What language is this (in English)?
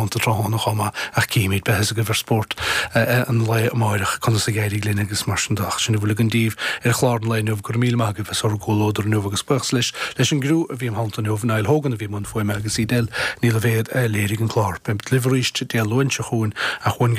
Irish